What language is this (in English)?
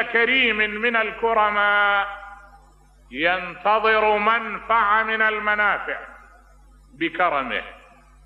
Mesopotamian Arabic